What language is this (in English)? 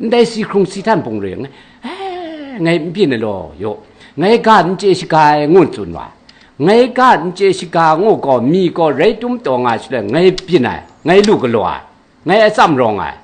Kachin